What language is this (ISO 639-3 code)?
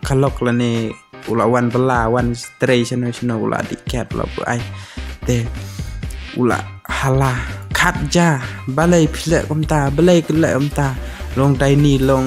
kha